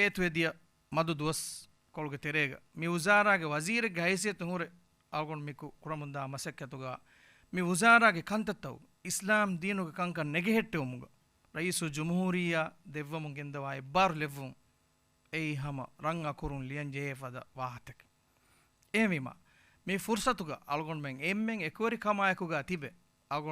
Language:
Divehi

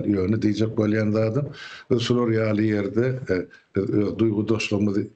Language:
Turkmen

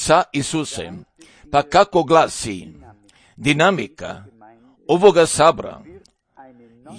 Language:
Croatian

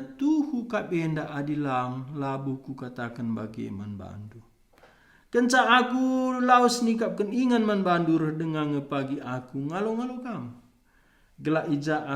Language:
Batak Karo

